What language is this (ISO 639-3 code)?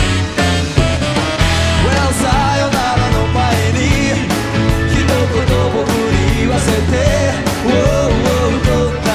jpn